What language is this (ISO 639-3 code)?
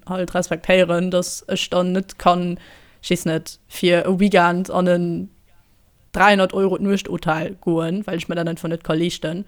ltz